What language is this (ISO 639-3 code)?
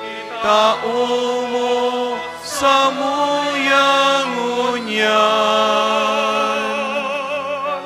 bik